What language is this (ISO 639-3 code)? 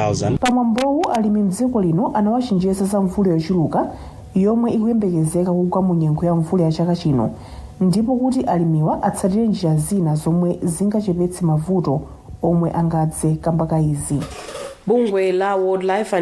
nya